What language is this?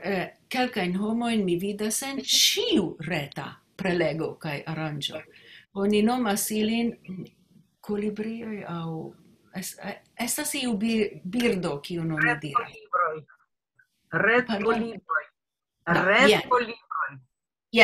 Esperanto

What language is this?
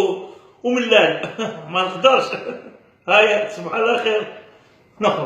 Algerian Arabic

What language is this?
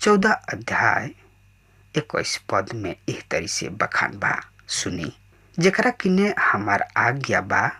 Bhojpuri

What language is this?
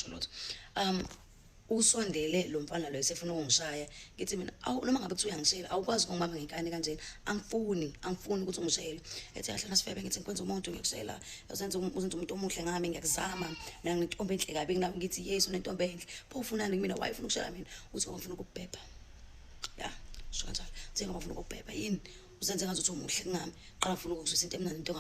Zulu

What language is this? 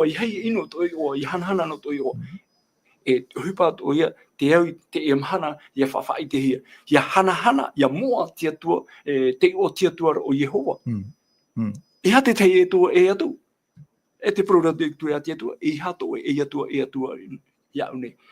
Tahitian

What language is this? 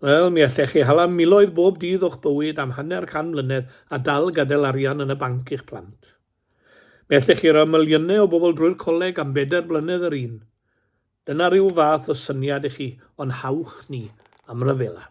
Welsh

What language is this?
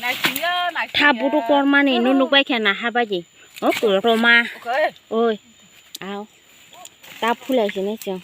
Kok Borok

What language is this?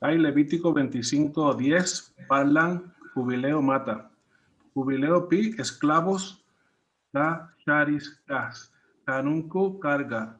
Quechua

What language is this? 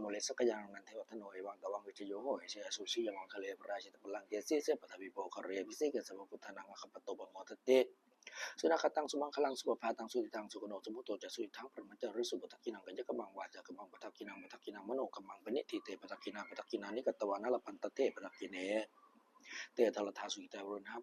Pali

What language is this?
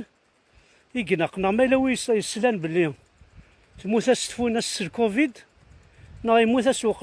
Kabyle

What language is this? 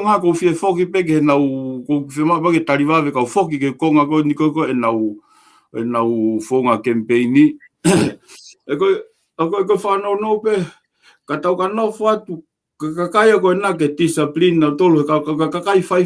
Tongan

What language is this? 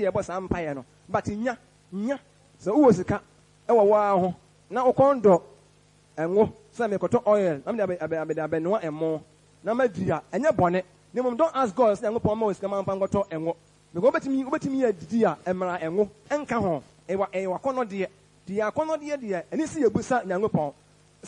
Akan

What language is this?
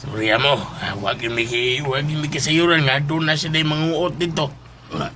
Cebuano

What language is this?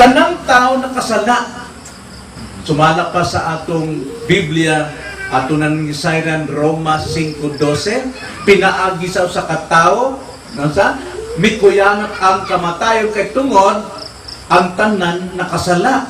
Cebuano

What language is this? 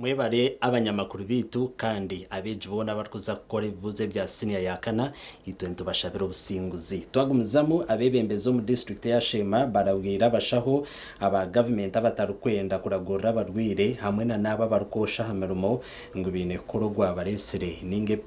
Nyankole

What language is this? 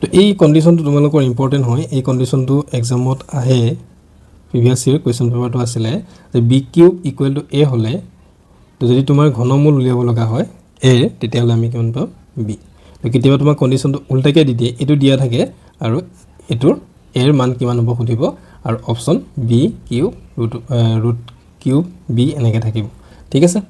Assamese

